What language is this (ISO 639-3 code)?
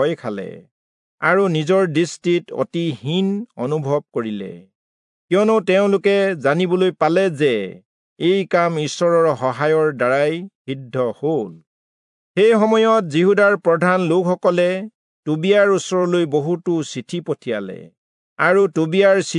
asm